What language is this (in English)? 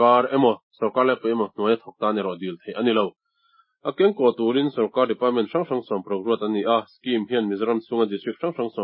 Mizo